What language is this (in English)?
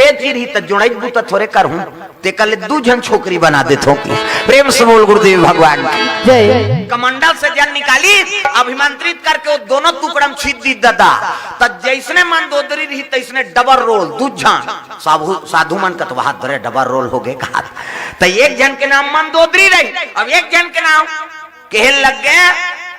Chhattisgarhi